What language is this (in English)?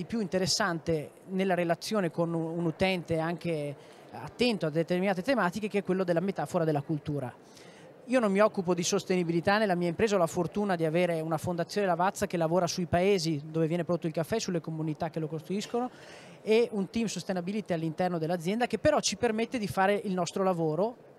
Italian